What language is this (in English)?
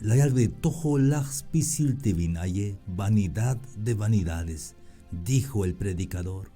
Tzeltal